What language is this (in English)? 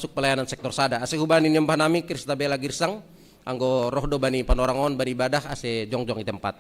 Batak Simalungun